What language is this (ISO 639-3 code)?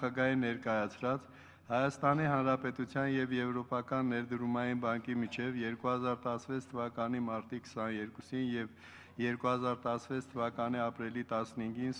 hye